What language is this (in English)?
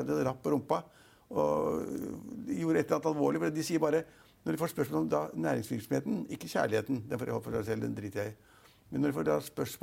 Norwegian